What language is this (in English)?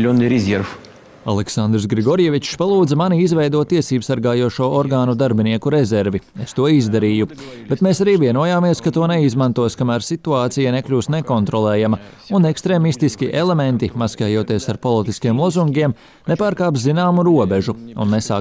Latvian